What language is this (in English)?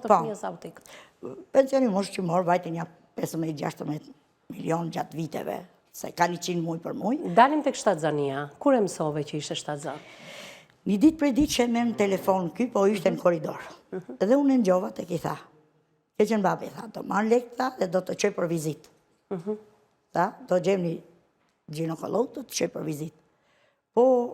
Albanian